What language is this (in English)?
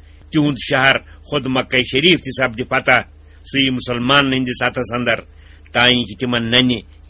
Kashmiri